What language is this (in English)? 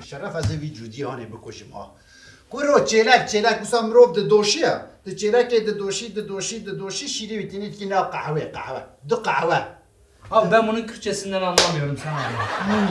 Kurdish